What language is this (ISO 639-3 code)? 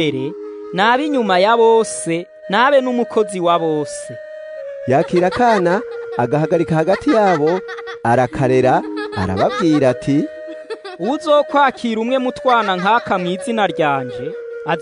run